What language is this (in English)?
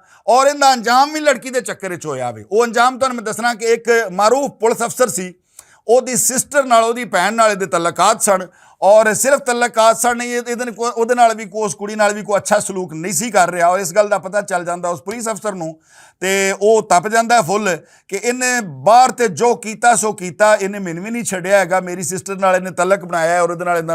Western Panjabi